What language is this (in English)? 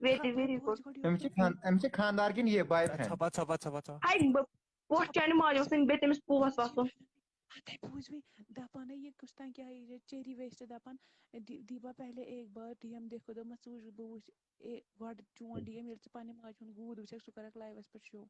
Kashmiri